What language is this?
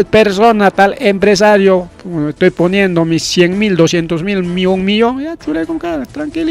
Ayacucho Quechua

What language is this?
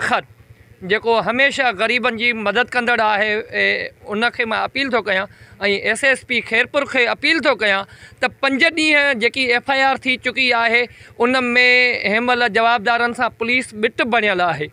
Sindhi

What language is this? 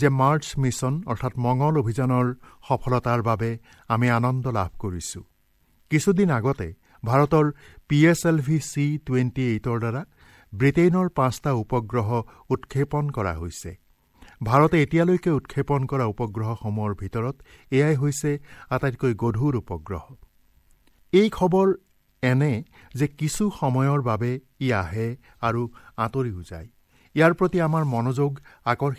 Assamese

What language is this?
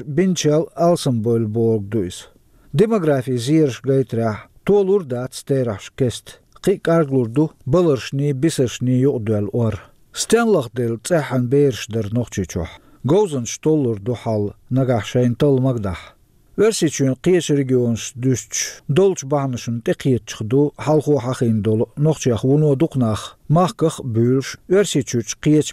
Chechen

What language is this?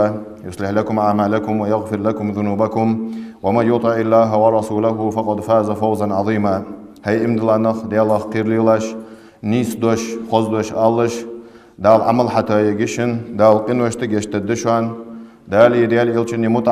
Ingush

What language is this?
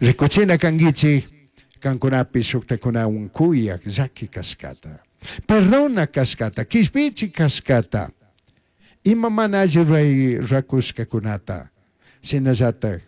Chimborazo Highland Quichua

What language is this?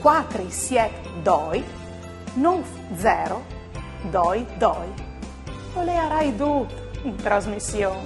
Friulian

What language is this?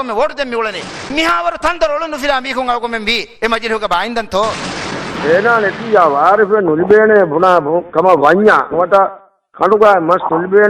Divehi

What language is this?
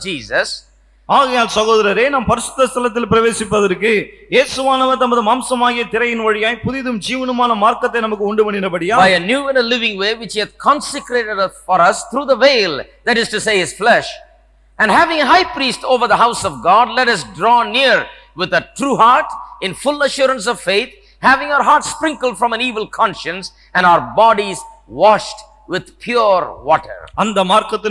Tamil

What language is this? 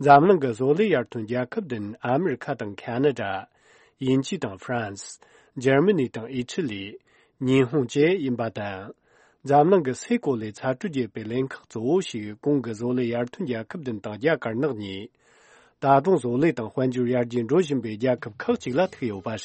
Tibetan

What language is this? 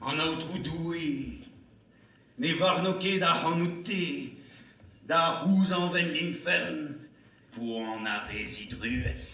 Breton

